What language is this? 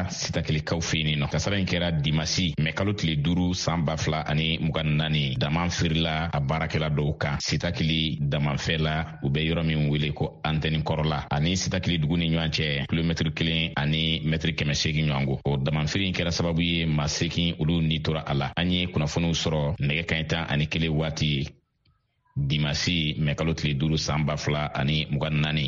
Bambara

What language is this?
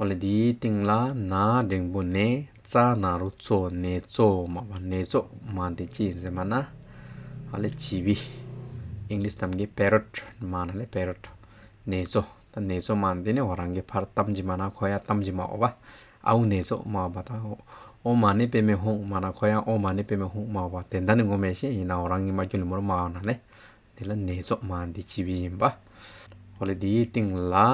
Hyolmo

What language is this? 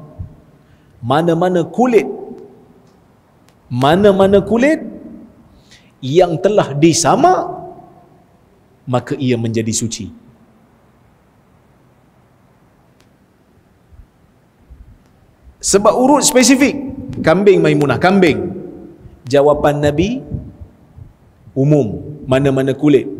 Malay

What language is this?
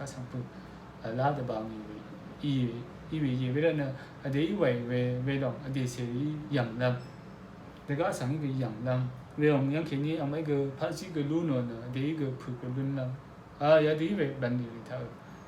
Rawang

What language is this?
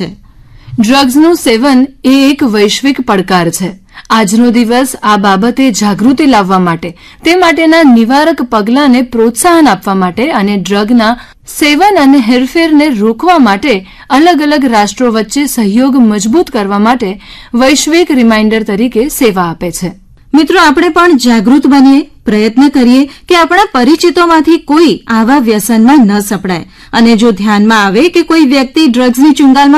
Gujarati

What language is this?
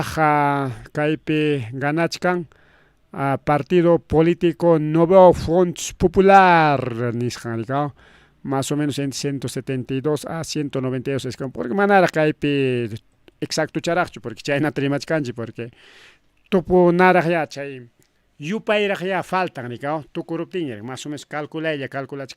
Ayacucho Quechua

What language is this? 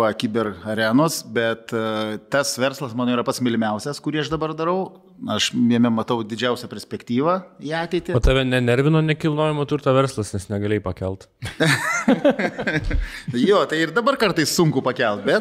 Lithuanian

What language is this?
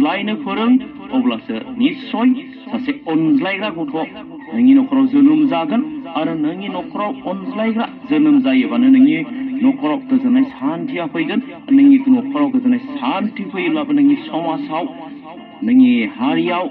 Bodo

